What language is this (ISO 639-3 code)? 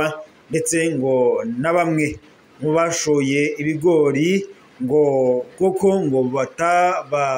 run